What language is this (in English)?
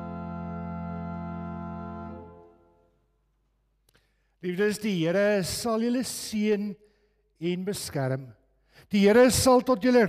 Afrikaans